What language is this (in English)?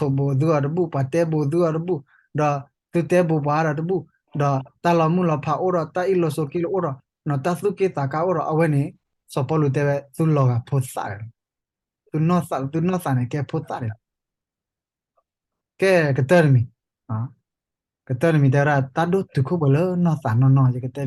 S'gaw Karen